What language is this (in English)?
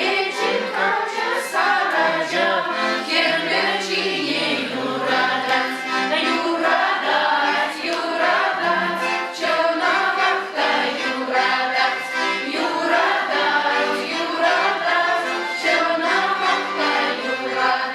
Chuvash